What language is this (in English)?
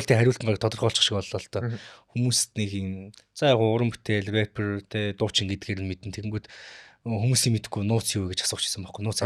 Mongolian